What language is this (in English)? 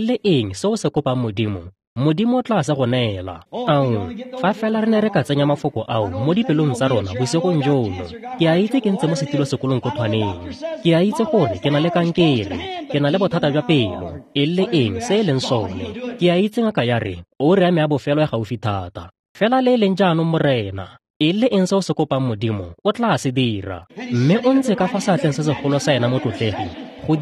Tswana